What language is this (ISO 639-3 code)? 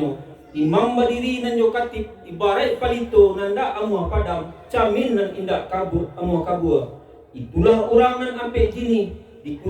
min